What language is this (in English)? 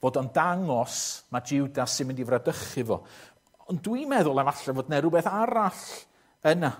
Welsh